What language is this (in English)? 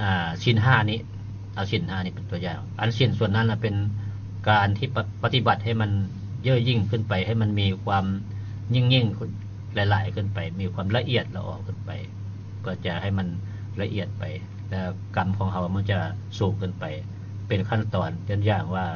Lao